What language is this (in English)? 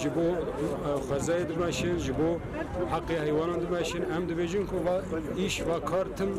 Kurdish